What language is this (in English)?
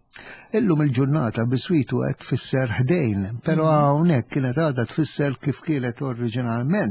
Maltese